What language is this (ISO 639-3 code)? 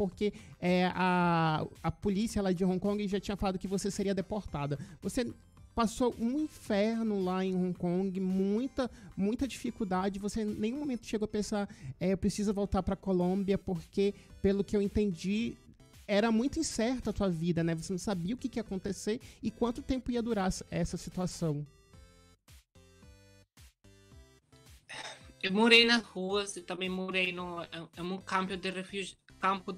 por